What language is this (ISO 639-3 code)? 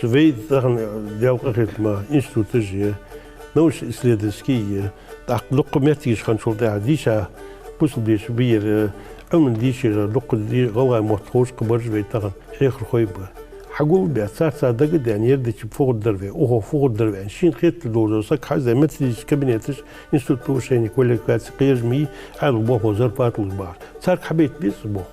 inh